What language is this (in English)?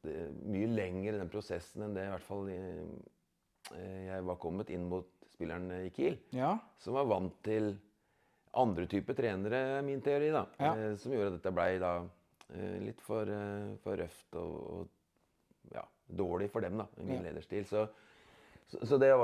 Norwegian